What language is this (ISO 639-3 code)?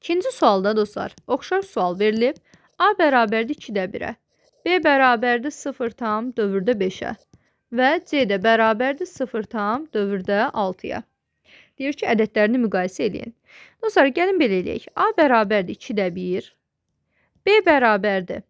aze